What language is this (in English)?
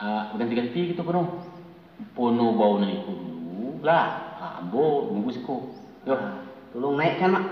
Minangkabau